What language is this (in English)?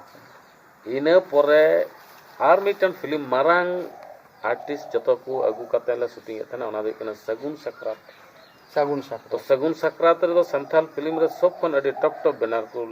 Santali